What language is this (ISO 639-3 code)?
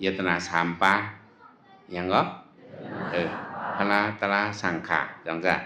shn